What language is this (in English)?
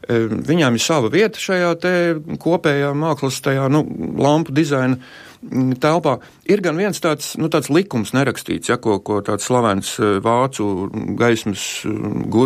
Latvian